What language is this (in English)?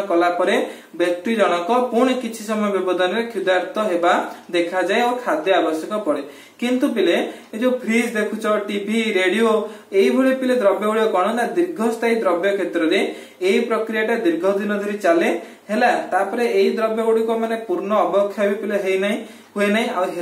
Odia